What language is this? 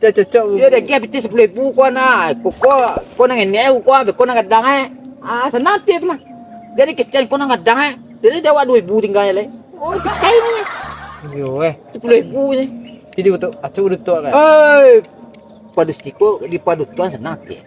Minangkabau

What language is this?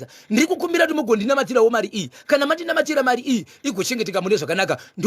Shona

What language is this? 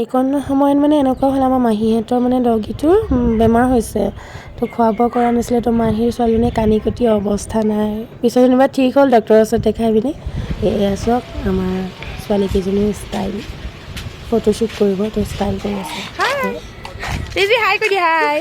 Assamese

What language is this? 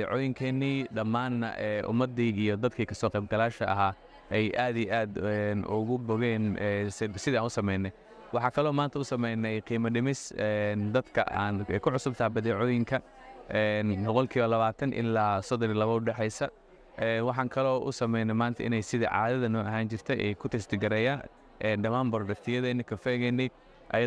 Somali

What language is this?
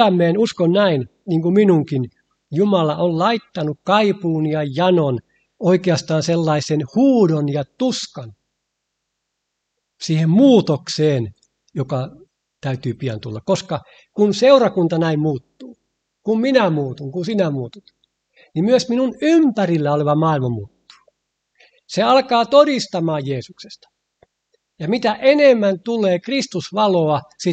Finnish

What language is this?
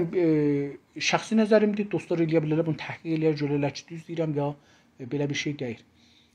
South Azerbaijani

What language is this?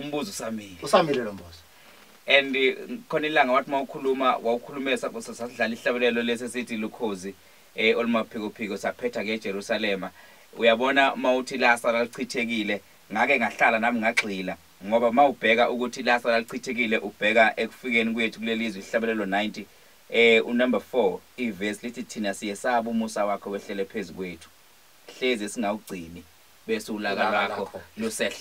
Zulu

